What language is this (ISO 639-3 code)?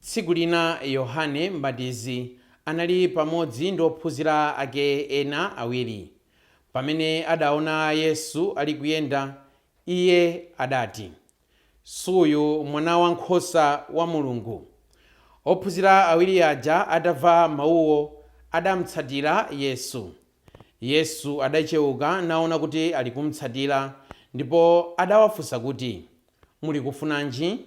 nya